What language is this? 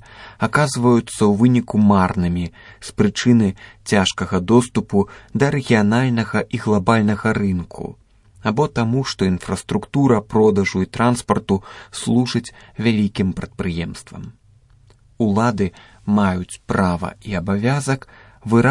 Belarusian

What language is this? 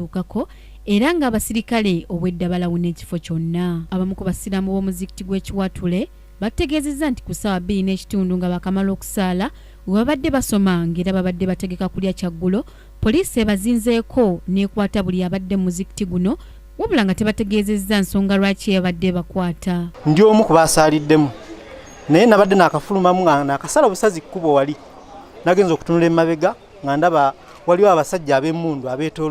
Ganda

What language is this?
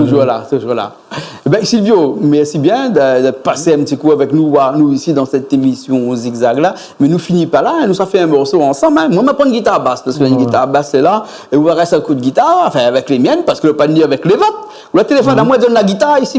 Réunion Creole French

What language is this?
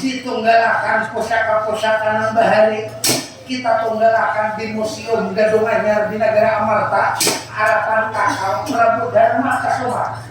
Banjar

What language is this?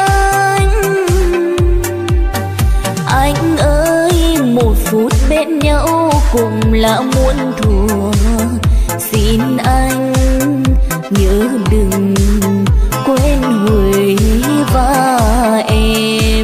Vietnamese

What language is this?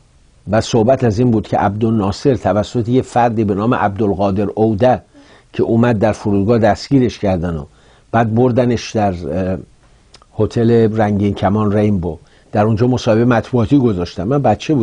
Persian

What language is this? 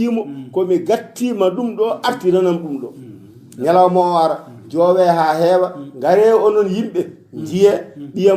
Fula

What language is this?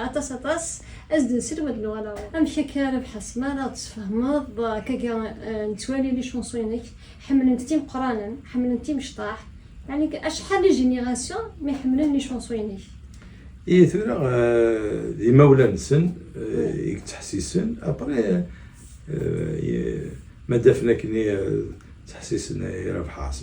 Kabyle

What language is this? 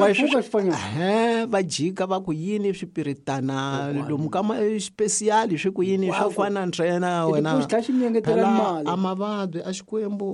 Tsonga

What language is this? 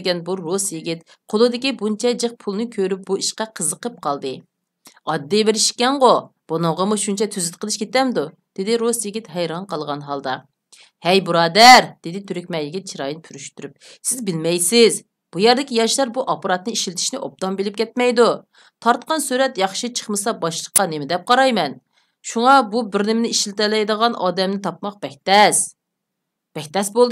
Uyghur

